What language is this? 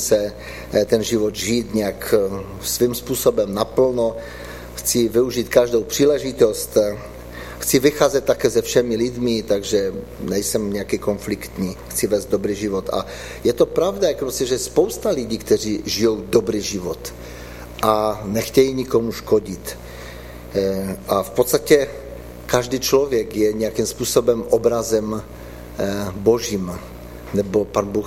Czech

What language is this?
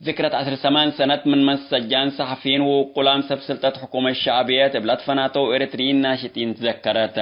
Tigre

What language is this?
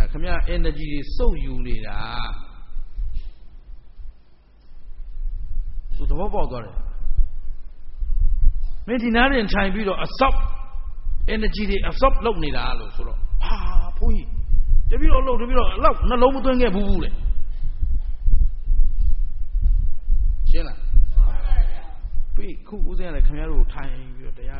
Burmese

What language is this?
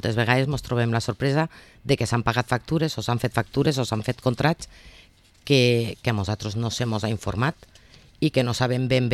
Catalan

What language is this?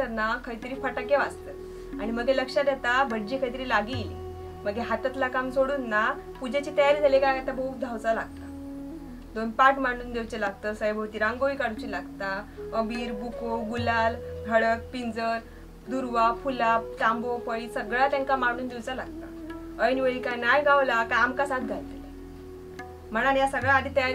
Konkani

